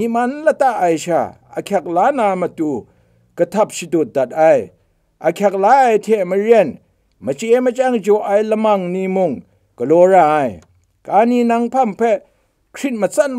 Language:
Kachin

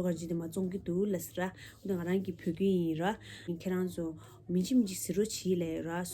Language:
Tibetan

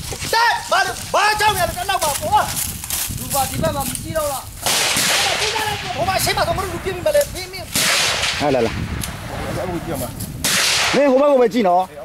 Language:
Burmese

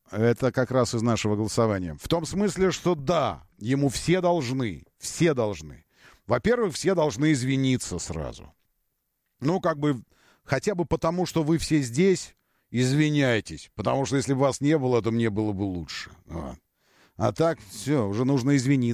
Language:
Russian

